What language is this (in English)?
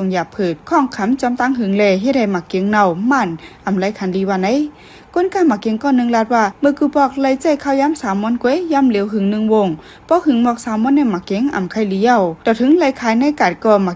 Shan